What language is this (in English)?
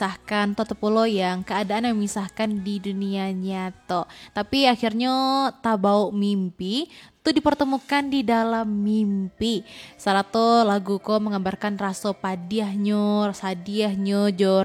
Minangkabau